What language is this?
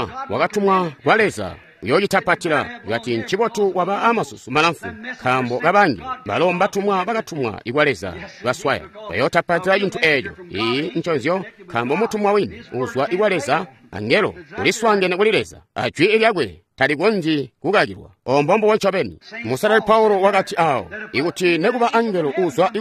Tonga (Zambia)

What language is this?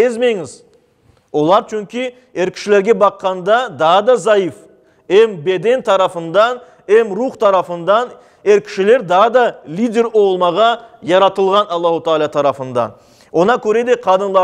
Crimean Tatar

